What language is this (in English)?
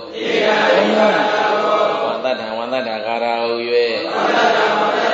Burmese